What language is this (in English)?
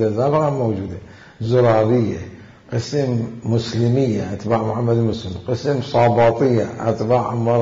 Mesopotamian Arabic